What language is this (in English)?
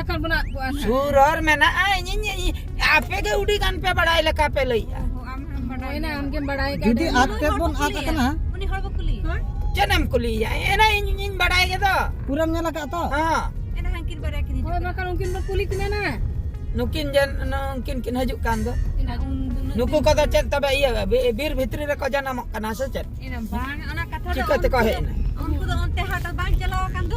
Santali